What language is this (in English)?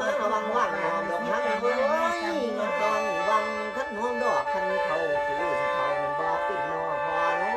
Northeastern Thai